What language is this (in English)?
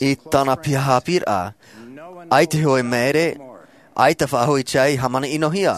Tahitian